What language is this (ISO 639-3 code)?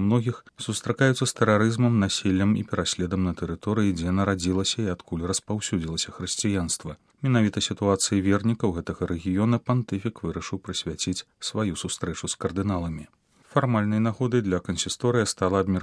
bel